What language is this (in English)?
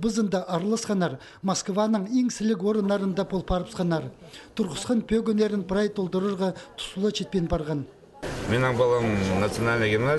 Khakas